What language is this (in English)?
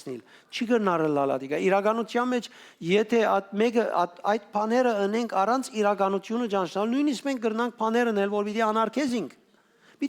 Western Armenian